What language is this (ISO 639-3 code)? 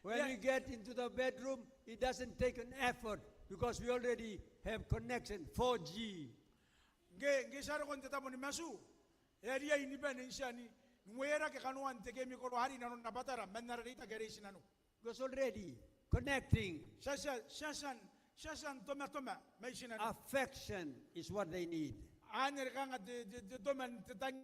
gil